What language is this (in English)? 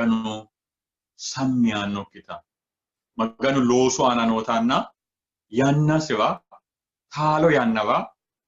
Sidamo